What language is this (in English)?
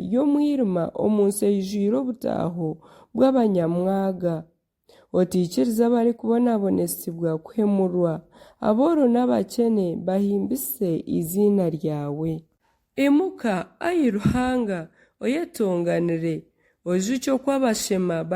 Nyankole